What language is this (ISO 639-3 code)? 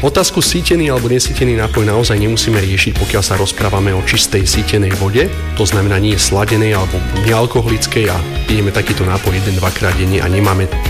slk